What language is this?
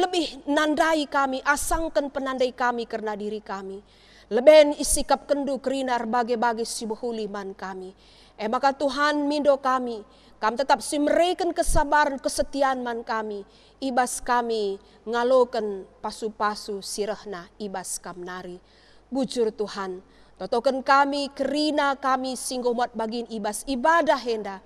Batak Karo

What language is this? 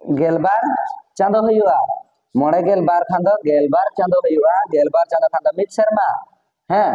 Santali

